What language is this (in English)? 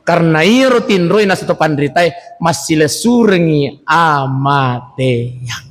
Buginese